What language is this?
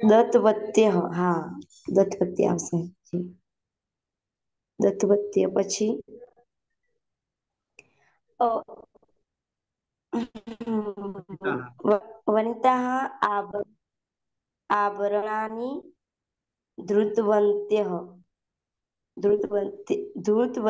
Gujarati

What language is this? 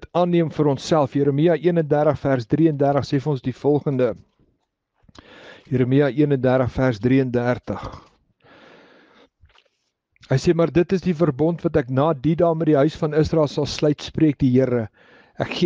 Afrikaans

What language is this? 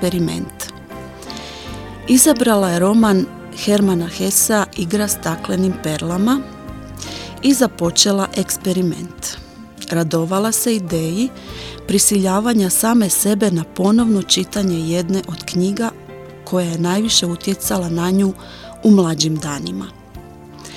Croatian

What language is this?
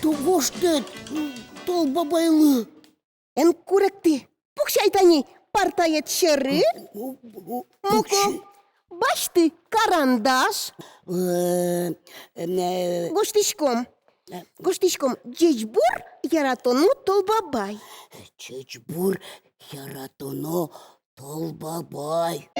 Udmurt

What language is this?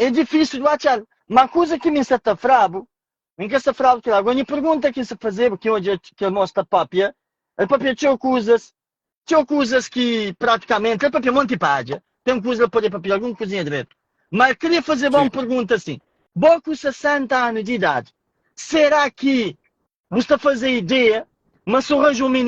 Kabuverdianu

